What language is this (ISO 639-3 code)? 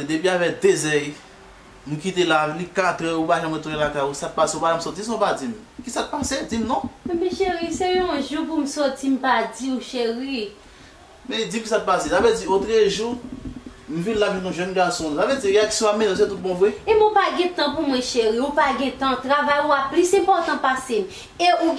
hat